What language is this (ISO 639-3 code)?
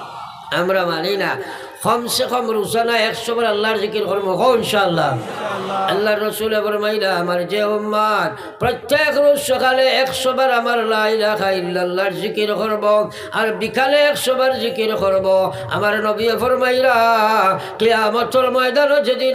syl